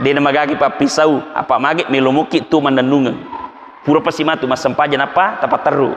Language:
Buginese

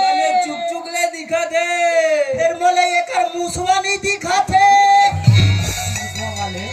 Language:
Chhattisgarhi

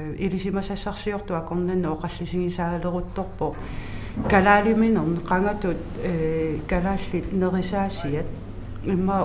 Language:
Kalaallisut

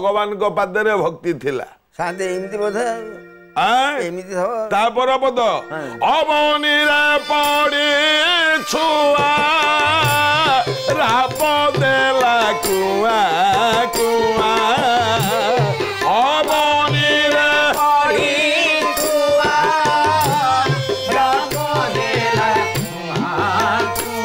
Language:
Odia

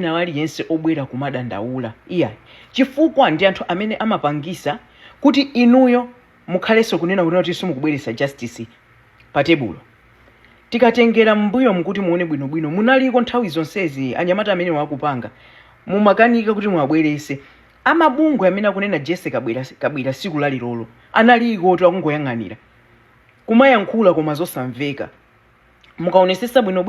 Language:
Nyanja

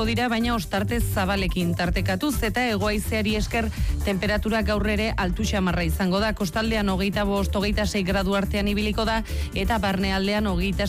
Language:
Basque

